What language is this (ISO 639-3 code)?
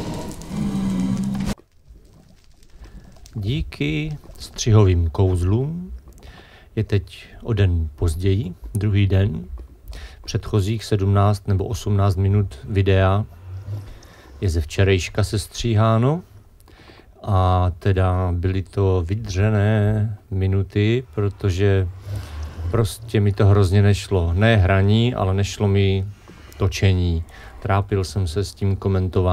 ces